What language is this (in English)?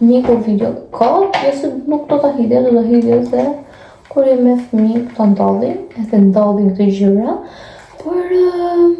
Albanian